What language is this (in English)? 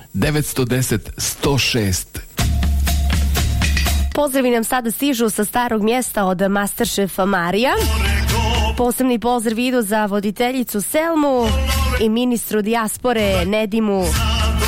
Bosnian